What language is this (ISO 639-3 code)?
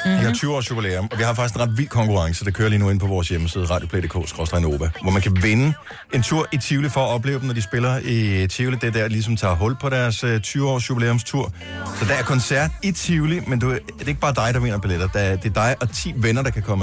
dan